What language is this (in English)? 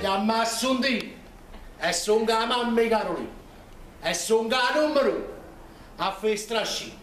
Neapolitan